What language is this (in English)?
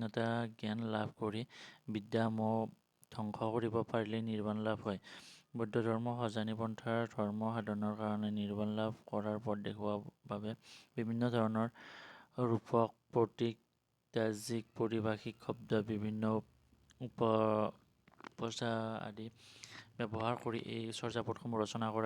Assamese